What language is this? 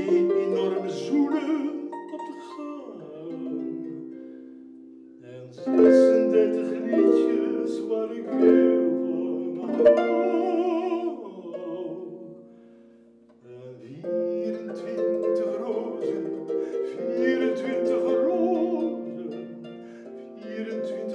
Dutch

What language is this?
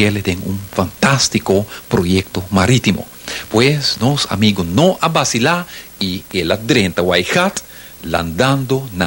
Papiamento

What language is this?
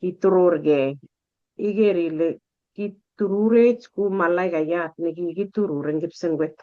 Kalenjin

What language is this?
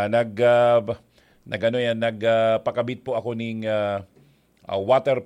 Bikol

